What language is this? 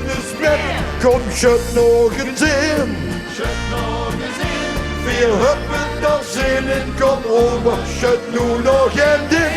Limburgish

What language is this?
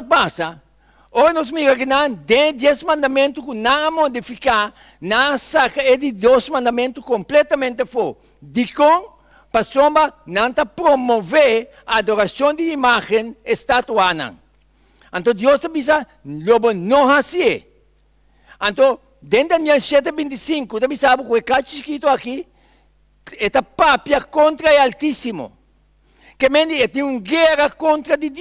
Papiamento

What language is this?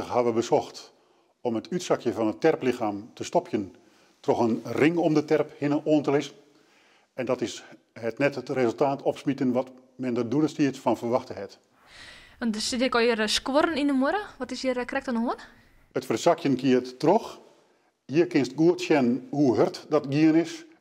Western Frisian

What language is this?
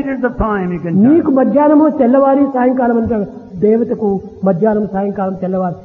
Telugu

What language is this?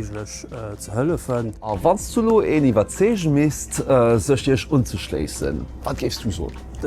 Luxembourgish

